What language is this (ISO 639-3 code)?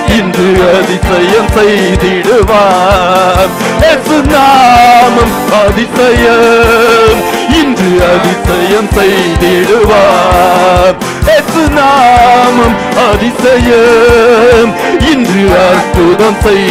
tam